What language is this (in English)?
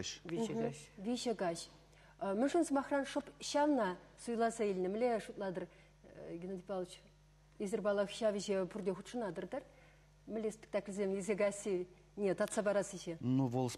Chuvash